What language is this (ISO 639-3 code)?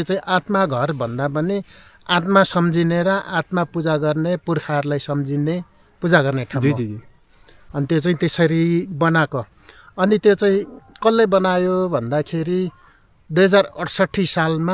nep